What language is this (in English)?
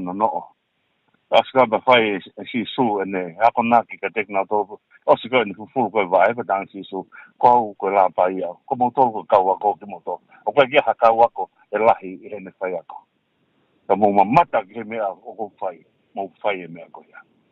Tongan